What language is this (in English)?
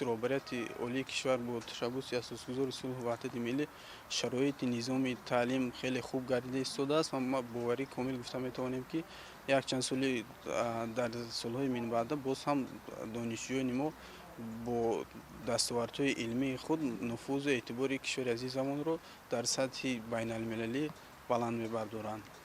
Tajik